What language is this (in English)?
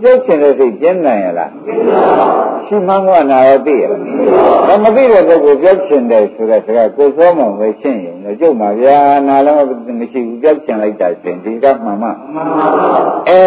Burmese